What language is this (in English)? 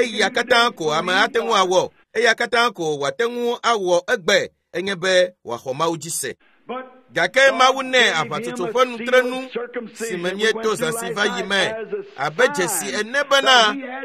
Ewe